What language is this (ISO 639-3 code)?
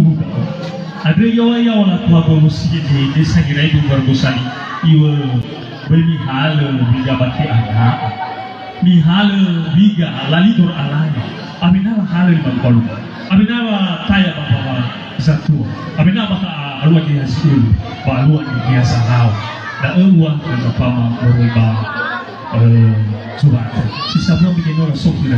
nia